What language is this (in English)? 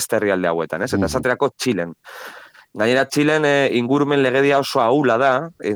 Basque